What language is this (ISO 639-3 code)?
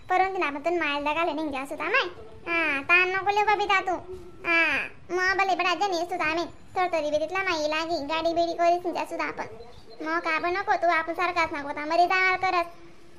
khn